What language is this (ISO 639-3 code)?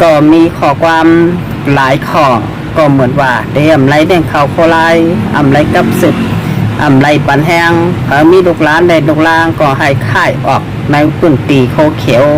shn